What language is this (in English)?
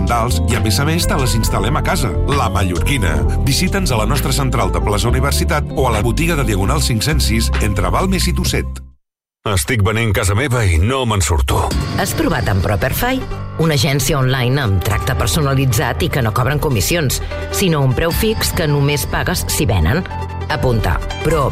Catalan